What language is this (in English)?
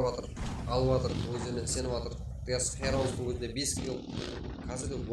Kara-Kalpak